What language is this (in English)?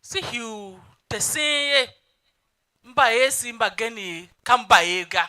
Tiv